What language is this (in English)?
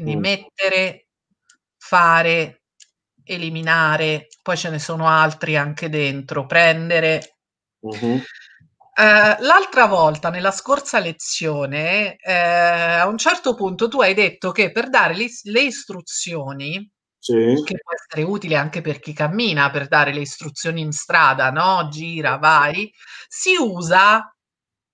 Italian